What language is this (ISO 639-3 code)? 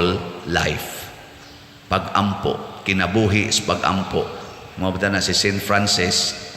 ceb